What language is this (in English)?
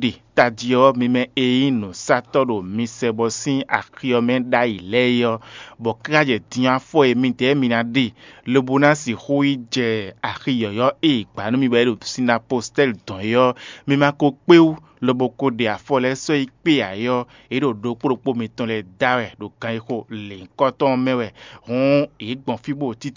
Fon